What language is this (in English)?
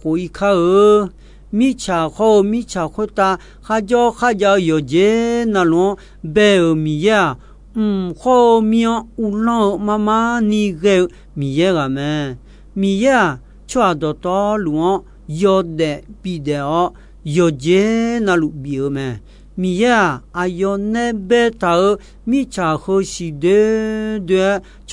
Akha